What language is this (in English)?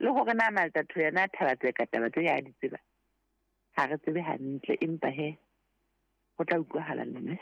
Southern Sotho